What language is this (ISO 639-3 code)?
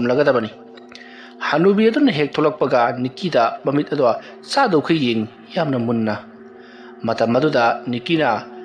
mni